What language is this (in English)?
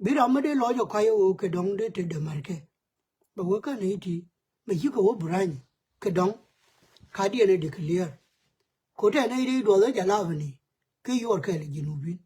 Nuer